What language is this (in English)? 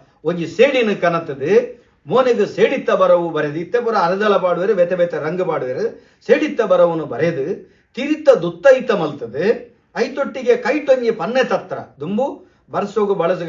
Tulu